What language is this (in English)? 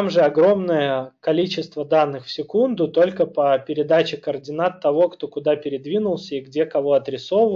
Russian